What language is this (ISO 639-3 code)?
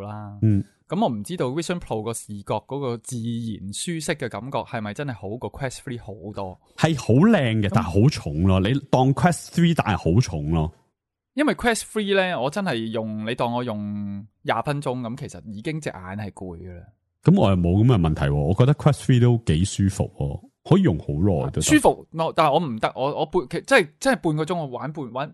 yue